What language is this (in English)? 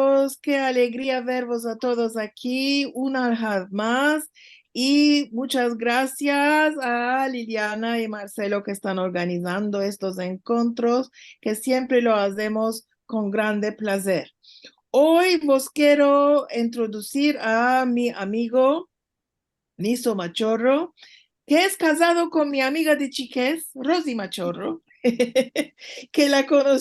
Ladino